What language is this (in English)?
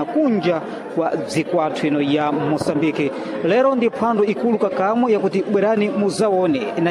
Sena